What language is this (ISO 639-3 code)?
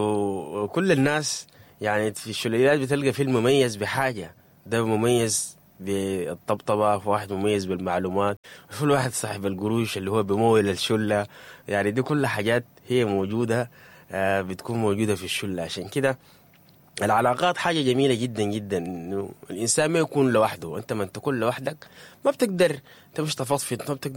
apd